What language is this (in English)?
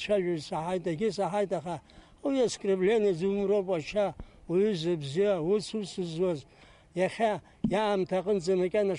Abkhazian